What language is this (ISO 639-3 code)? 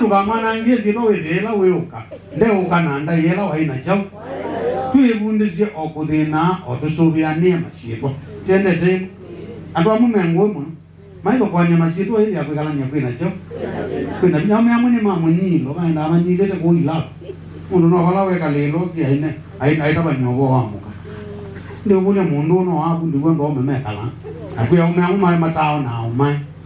kam